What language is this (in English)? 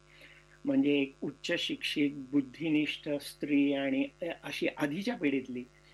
Marathi